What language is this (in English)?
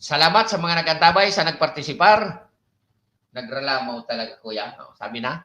Bikol